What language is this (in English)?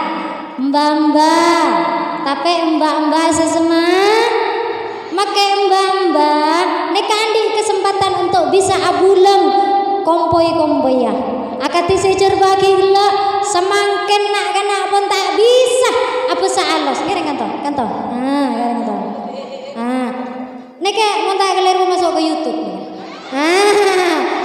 Madurese